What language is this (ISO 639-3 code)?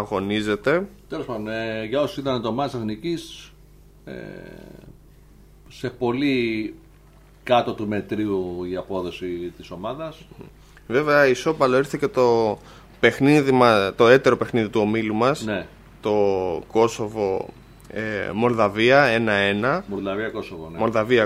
ell